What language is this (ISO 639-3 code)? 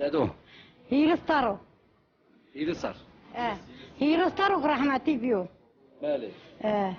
zza